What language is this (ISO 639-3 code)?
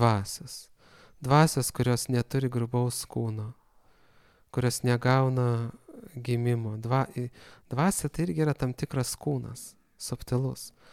lit